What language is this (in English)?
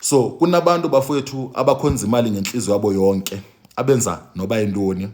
Zulu